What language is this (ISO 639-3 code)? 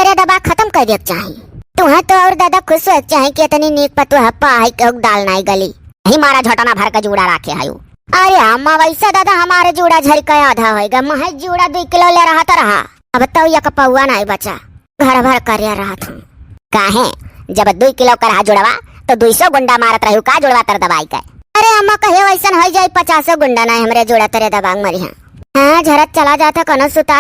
awa